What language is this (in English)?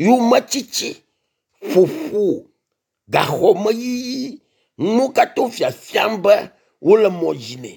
Ewe